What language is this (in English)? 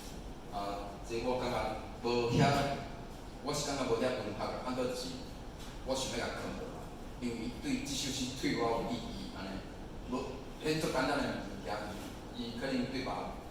Min Nan Chinese